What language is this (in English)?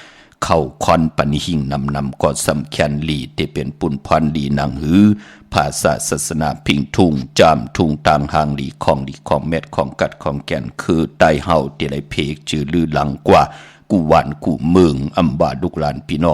Shan